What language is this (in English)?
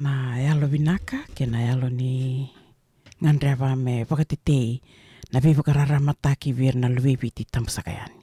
Fijian